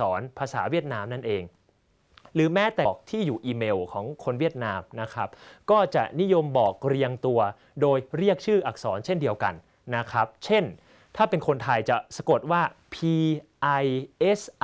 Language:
Thai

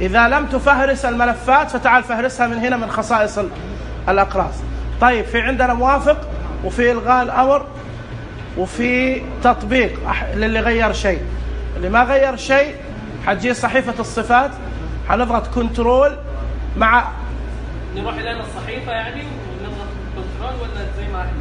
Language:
Najdi Arabic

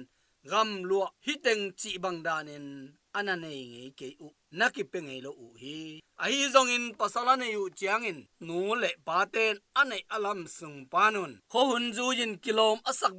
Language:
Tedim Chin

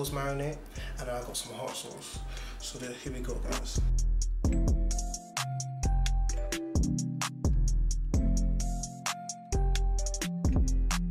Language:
English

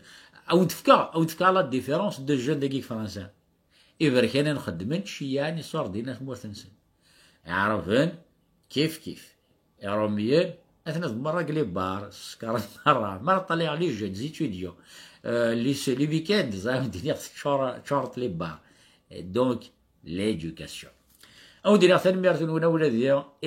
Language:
Kabyle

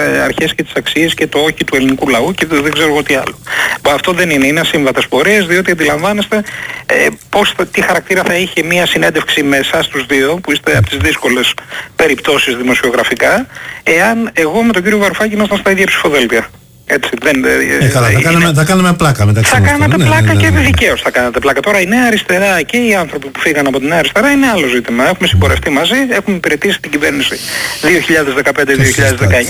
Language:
Greek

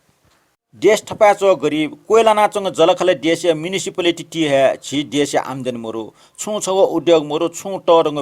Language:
Newari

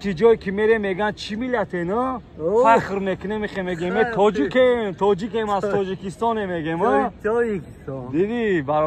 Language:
Tajik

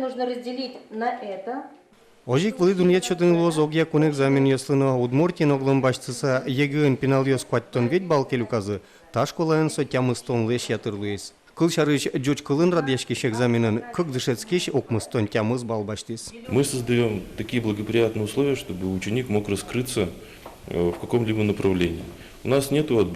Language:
Udmurt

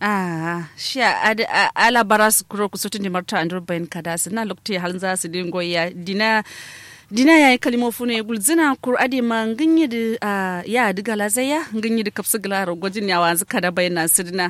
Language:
Kanuri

